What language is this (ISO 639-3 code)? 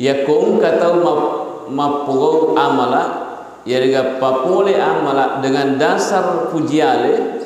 bug